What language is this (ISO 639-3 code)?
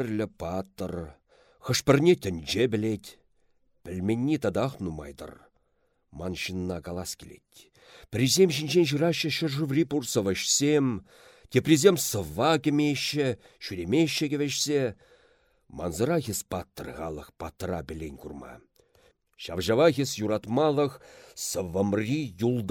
chv